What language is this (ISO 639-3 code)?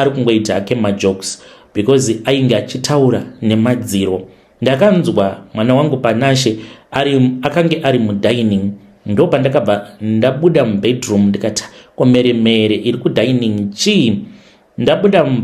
sna